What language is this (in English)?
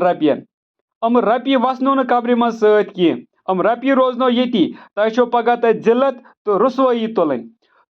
Kashmiri